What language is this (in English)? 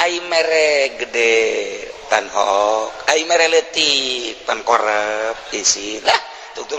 Sundanese